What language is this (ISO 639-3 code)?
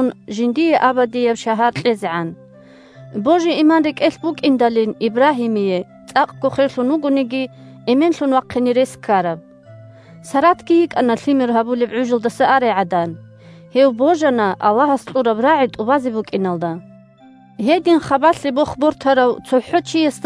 ava